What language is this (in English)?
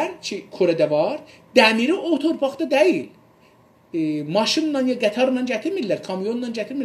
South Azerbaijani